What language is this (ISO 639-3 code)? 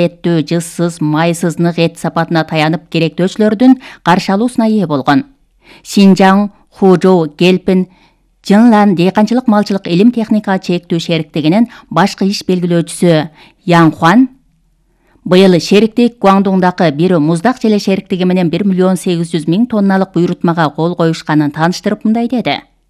kir